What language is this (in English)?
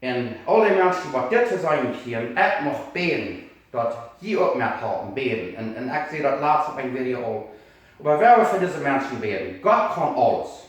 Plautdietsch